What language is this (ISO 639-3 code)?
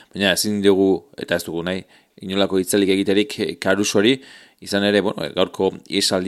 eus